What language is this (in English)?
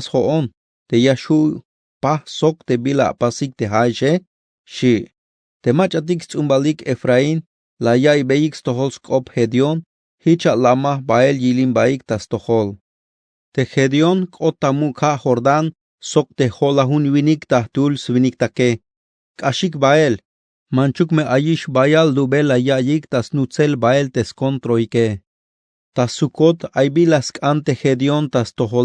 Tzeltal